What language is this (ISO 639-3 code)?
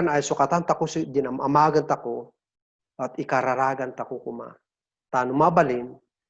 kne